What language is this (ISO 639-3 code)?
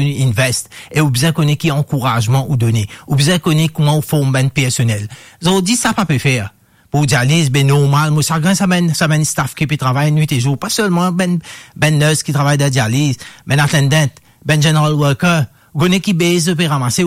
mfe